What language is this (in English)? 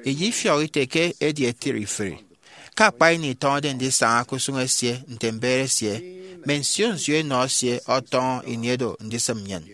Efik